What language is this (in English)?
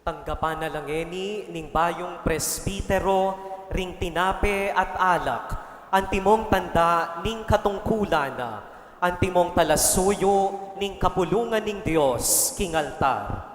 Pampanga